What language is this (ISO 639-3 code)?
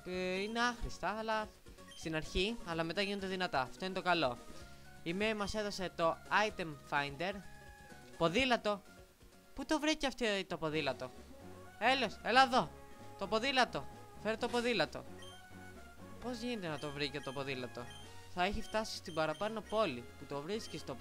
ell